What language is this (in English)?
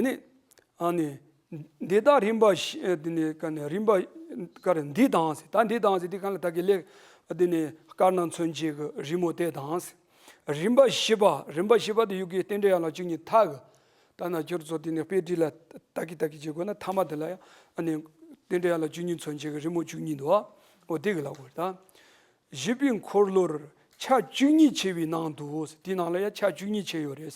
Tibetan